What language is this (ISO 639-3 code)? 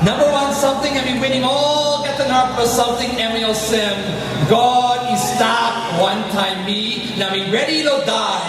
tpi